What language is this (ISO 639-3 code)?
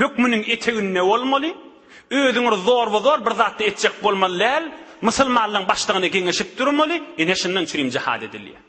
tuk